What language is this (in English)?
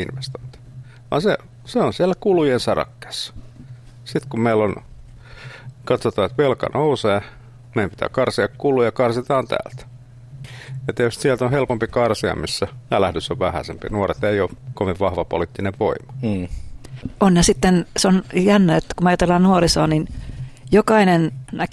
Finnish